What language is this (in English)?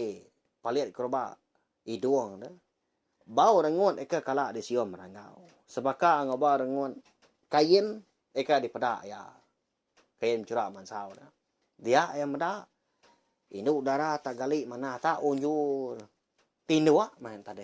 Iban